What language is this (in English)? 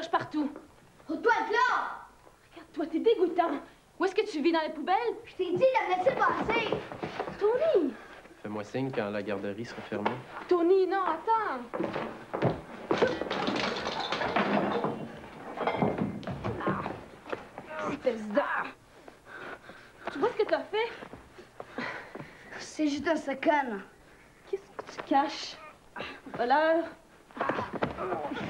French